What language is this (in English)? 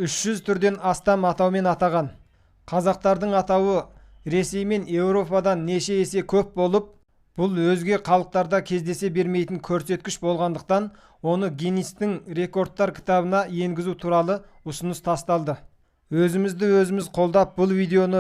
Kazakh